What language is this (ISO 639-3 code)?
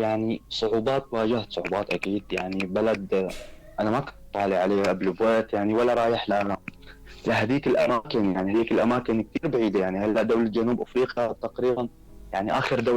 apc